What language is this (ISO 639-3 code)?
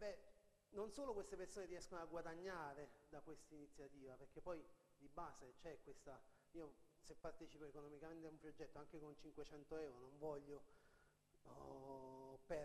ita